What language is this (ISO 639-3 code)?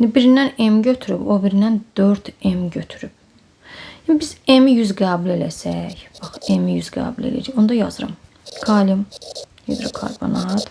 aze